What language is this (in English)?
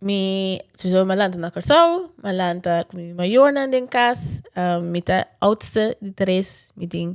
Papiamento